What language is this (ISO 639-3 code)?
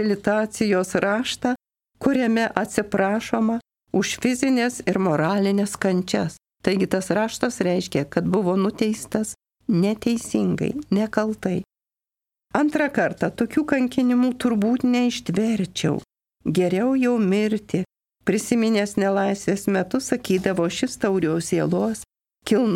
lit